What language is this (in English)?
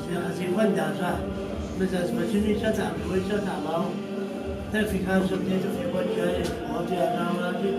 Kabardian